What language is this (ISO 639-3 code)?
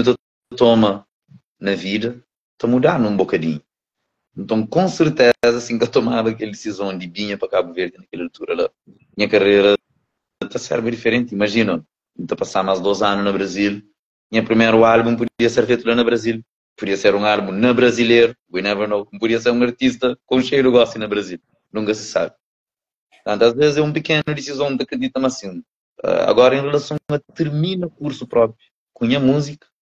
kea